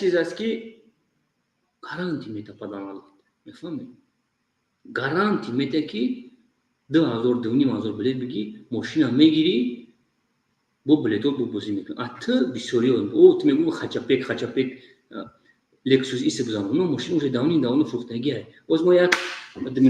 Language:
Tajik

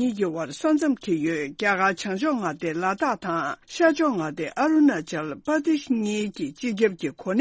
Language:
Tibetan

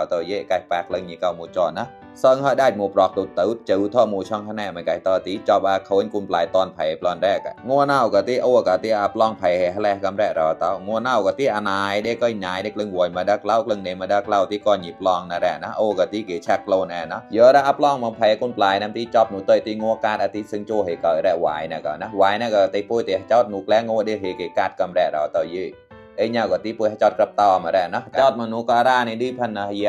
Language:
Mon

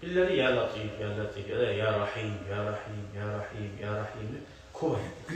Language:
Kumyk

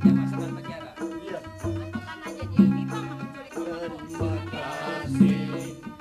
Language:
Banjar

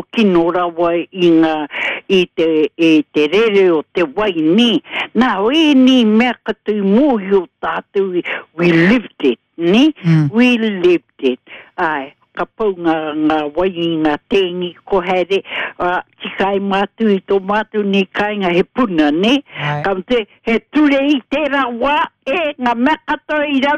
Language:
Māori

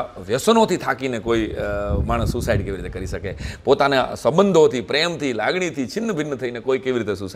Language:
Gujarati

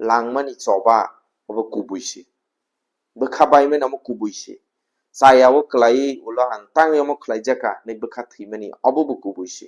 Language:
Kok Borok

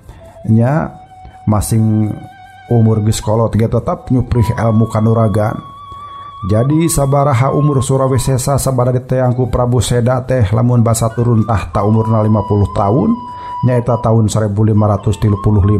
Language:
Sundanese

